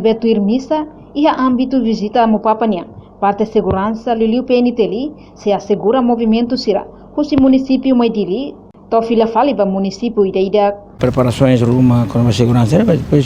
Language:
Tetum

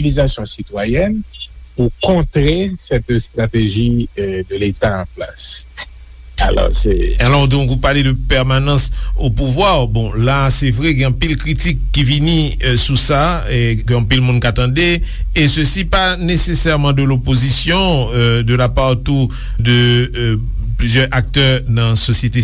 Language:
Haitian Creole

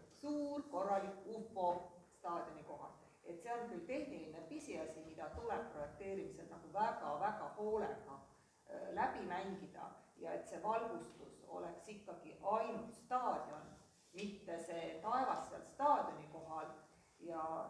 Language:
Estonian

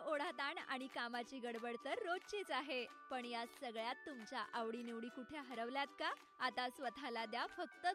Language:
Marathi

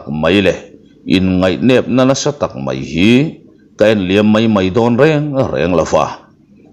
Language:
Mizo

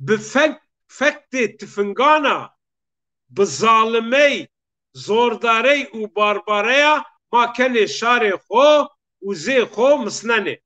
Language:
Zaza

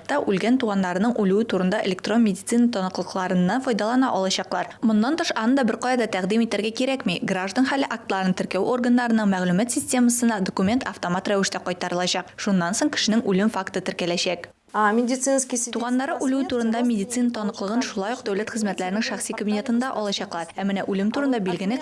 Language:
Tatar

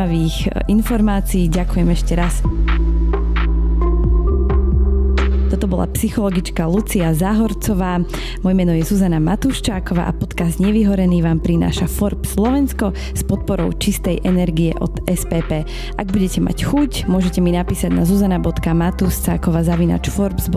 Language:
Slovak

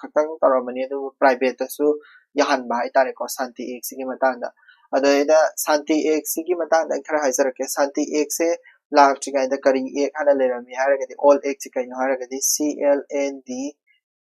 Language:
Manipuri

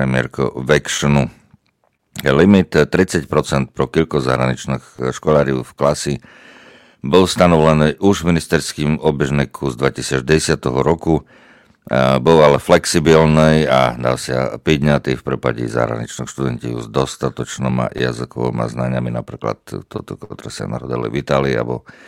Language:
Slovak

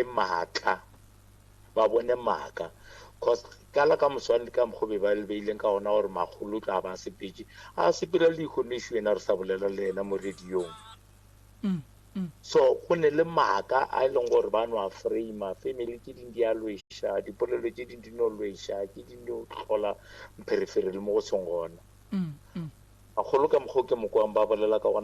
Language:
Northern Sotho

